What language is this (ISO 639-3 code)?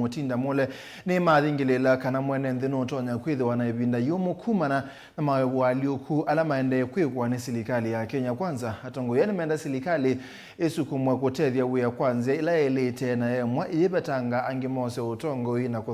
kam